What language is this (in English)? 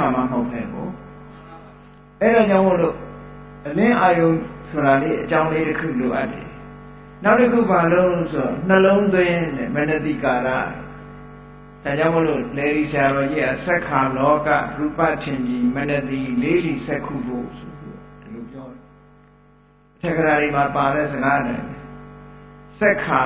Burmese